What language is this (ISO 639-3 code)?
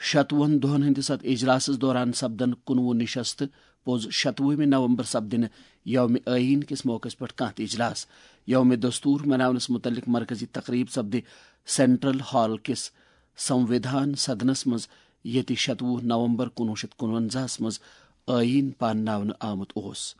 kas